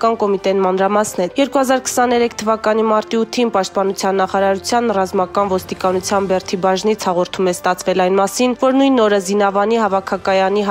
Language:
Armenian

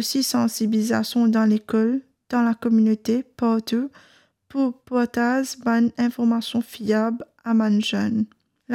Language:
Morisyen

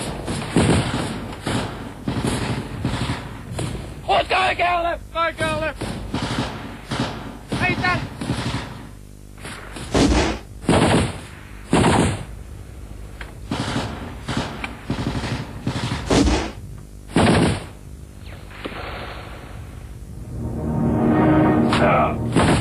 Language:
Finnish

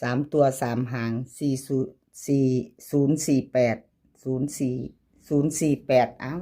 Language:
Northeastern Thai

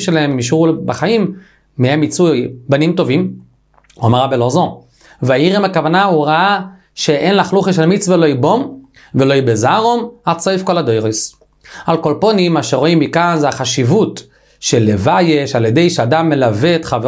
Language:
Hebrew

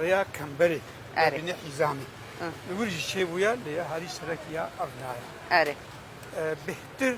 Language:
Kurdish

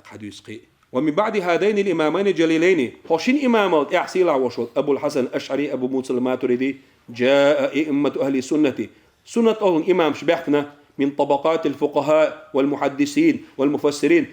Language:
Chechen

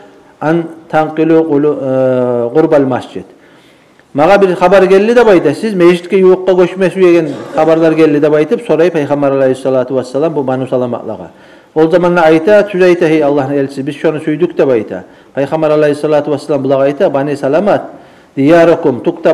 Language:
Kumyk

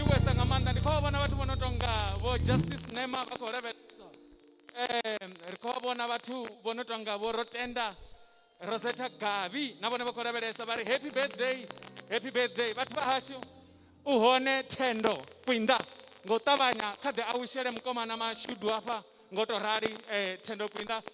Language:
Venda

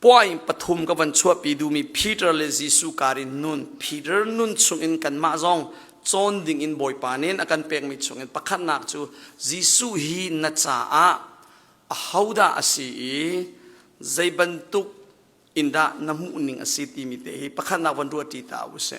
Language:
Hakha Chin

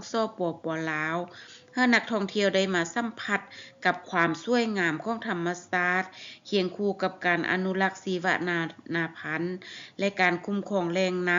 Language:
Lao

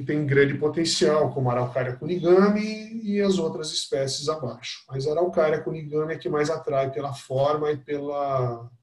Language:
Portuguese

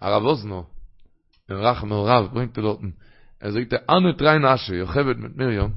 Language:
Yiddish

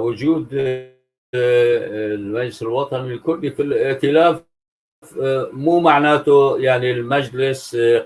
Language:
North Levantine Arabic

